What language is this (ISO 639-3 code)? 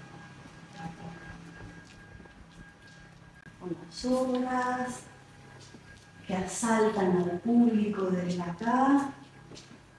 spa